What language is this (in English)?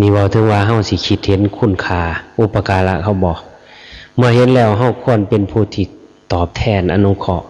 Lao